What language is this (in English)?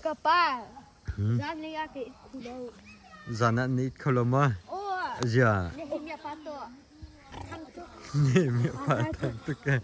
Hakha Chin